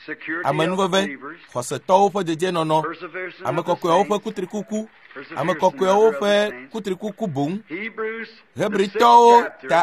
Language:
Ewe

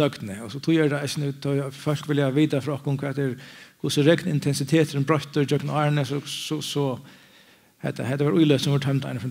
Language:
Faroese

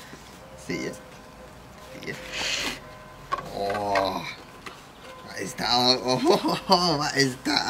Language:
Dutch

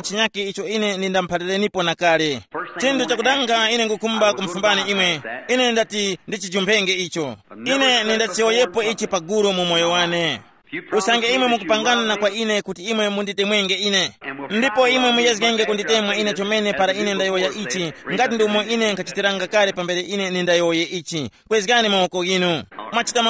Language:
Tumbuka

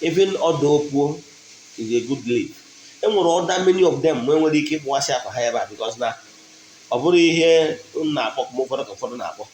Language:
Igbo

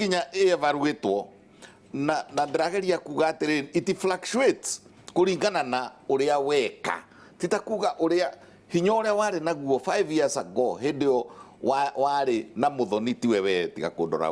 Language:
Kikuyu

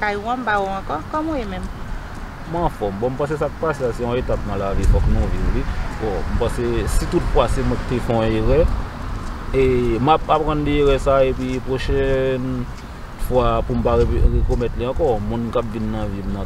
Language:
Haitian Creole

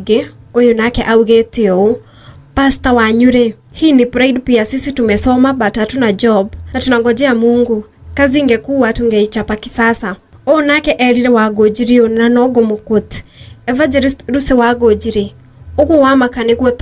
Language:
Kikuyu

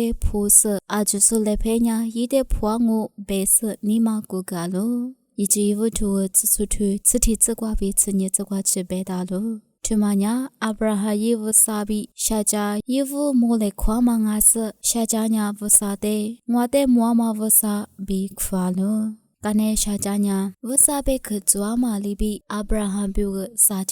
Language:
Lisu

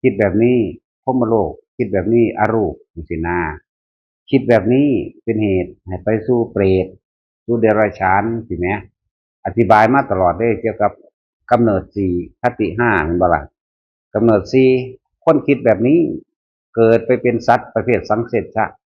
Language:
Northeastern Thai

